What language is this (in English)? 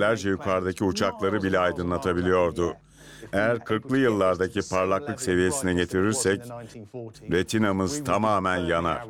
Turkish